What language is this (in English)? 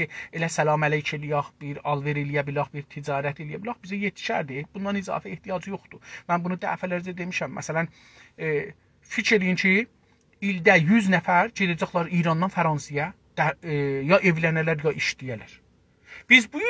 South Azerbaijani